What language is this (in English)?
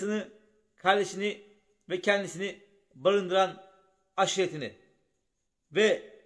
Turkish